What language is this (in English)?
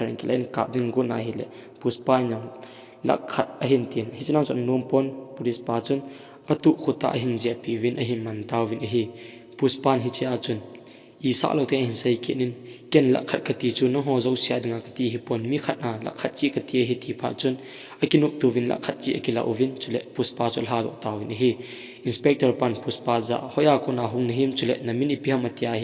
Thado Chin